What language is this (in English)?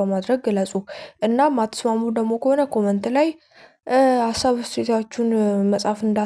Amharic